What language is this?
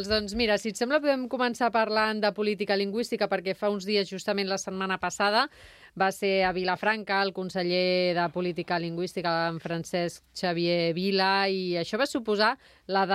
Catalan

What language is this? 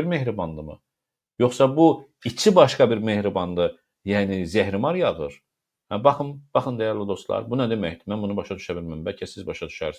Azerbaijani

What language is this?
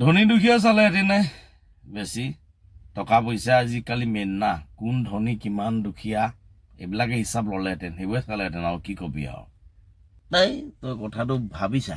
Assamese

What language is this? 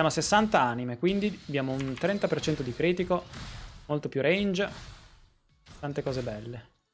Italian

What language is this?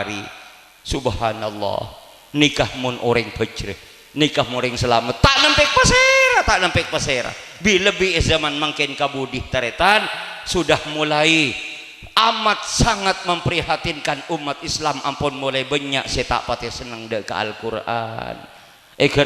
Madurese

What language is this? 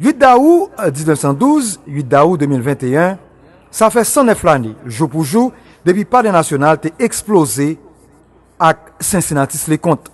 Haitian Creole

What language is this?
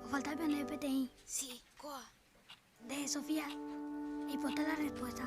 Guarani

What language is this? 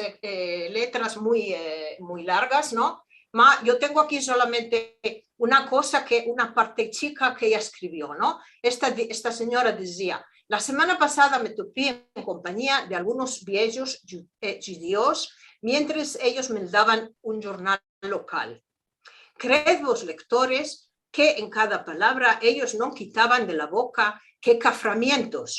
Ladino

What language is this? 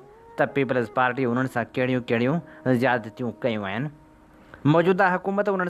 Sindhi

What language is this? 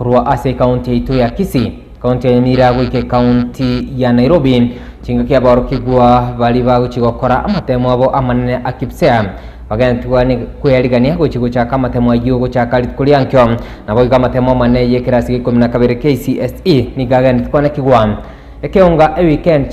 Gusii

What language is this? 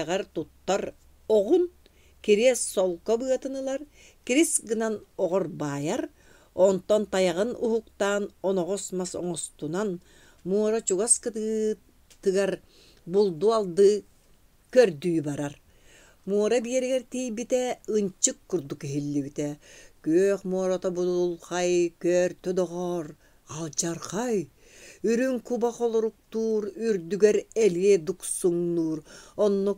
Yakut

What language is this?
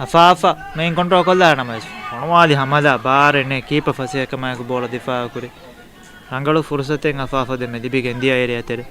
Divehi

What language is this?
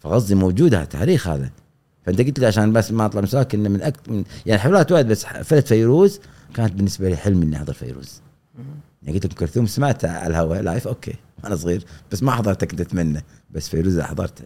Gulf Arabic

